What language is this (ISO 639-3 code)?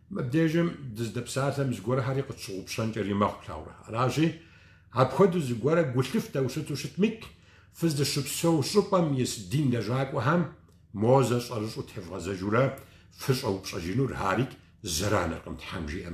kbd